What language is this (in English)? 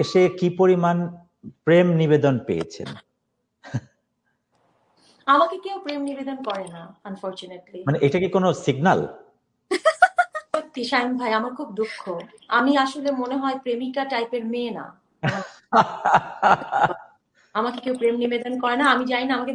Bangla